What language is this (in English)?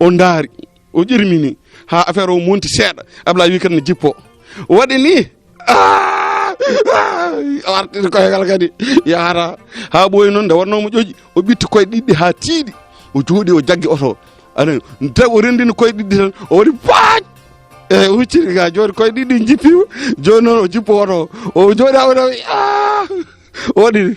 Fula